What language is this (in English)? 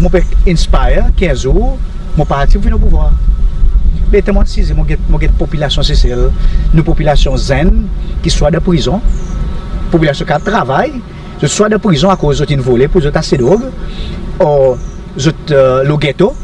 Seselwa Creole French